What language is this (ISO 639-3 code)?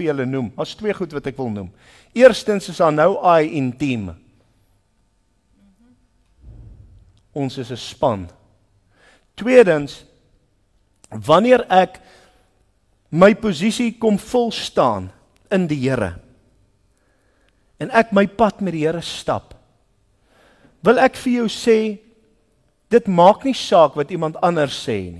afr